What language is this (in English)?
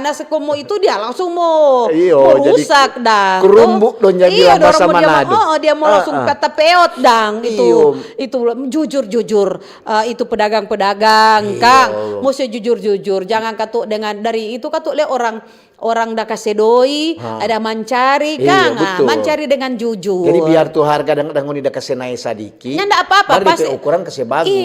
Manado Malay